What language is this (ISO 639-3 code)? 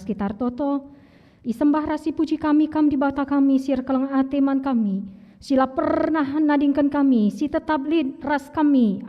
btx